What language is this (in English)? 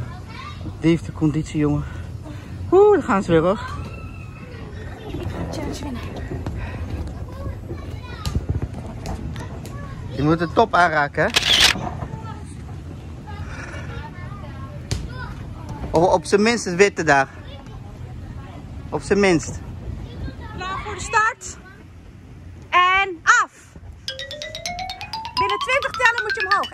Dutch